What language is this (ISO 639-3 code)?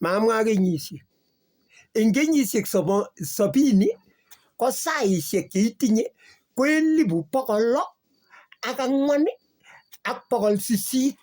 kln